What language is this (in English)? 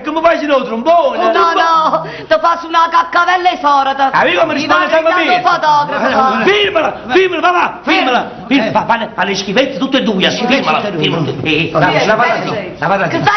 Neapolitan